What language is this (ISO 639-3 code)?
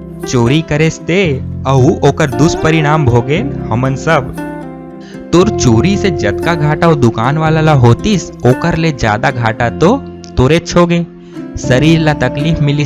hne